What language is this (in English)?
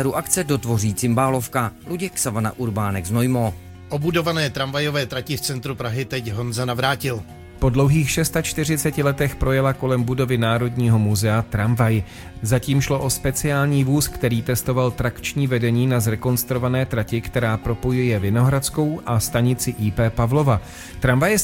Czech